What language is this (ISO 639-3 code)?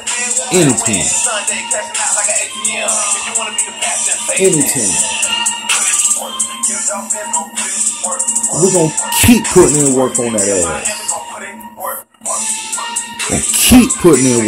eng